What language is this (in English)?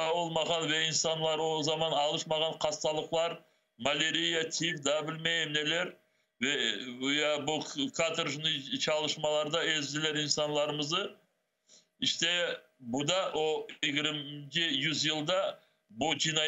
Crimean Tatar